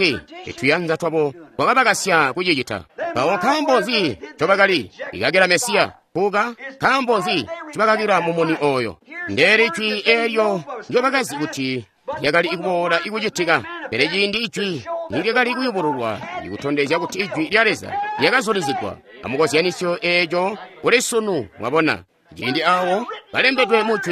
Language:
Tonga (Zambia)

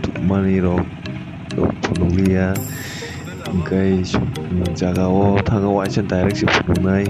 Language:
Kok Borok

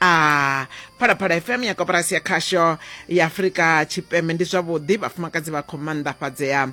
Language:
Venda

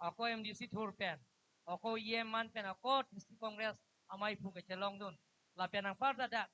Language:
Karbi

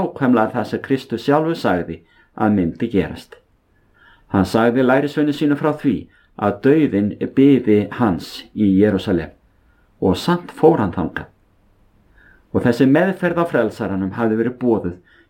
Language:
Icelandic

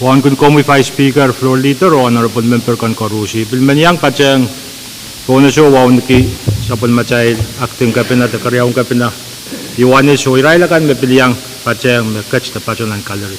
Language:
Pohnpeian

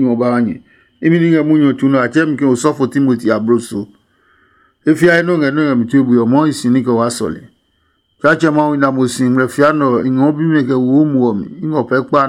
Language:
Adangme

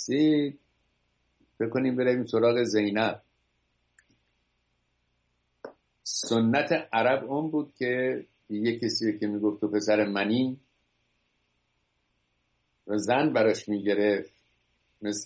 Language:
Persian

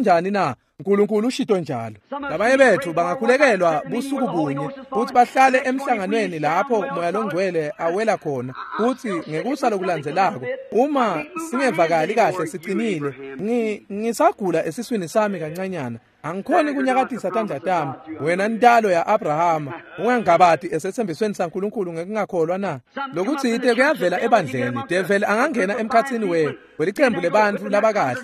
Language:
Swati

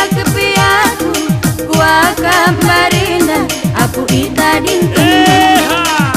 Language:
Batak Karo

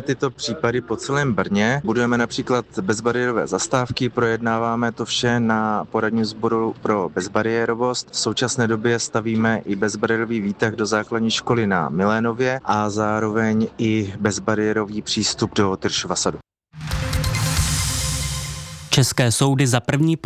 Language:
Czech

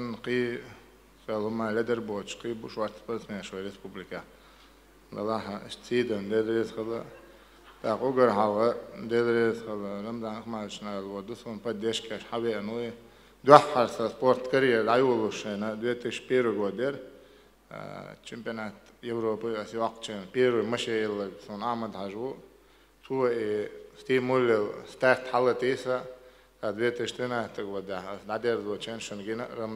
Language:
Chechen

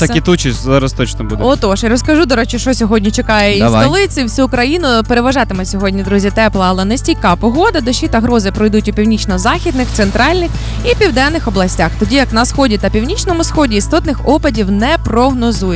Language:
Ukrainian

